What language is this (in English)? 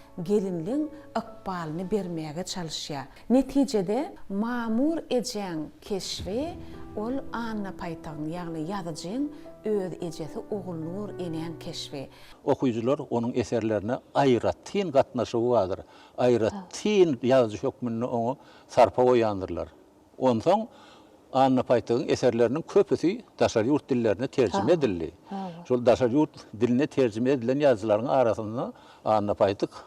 Turkmen